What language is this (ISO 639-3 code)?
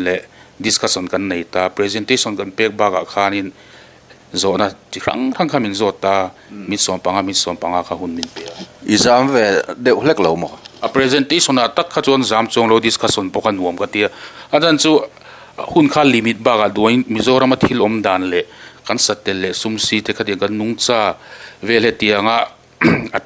lus